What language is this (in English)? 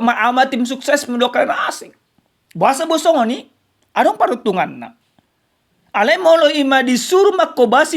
Batak Toba